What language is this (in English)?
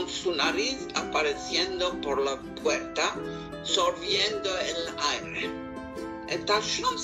Ladino